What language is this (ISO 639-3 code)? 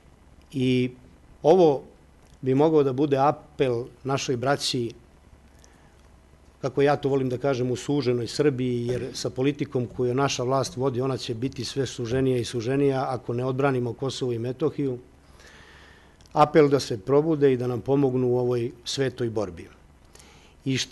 srp